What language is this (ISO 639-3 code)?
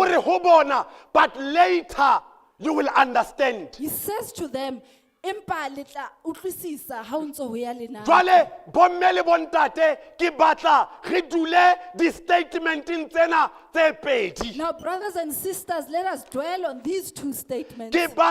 sot